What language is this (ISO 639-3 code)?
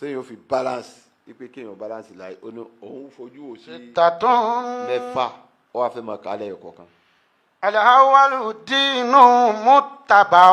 yor